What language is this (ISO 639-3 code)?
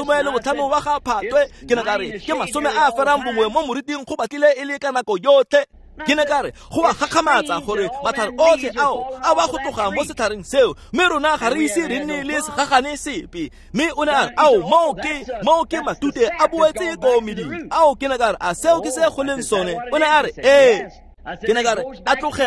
tsn